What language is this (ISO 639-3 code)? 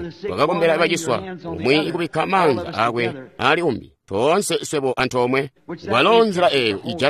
toi